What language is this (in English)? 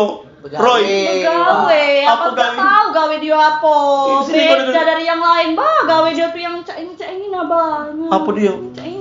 Musi